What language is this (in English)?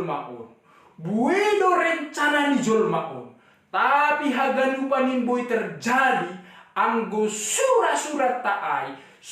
Batak Simalungun